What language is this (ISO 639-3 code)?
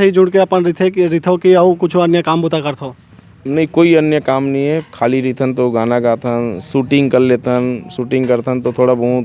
hne